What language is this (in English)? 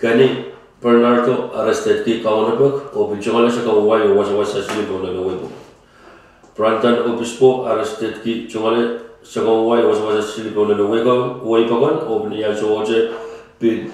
Pohnpeian